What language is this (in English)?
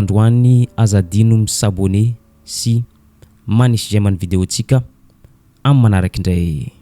Malagasy